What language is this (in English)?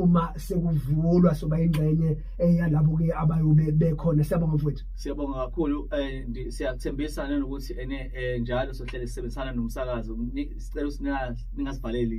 Zulu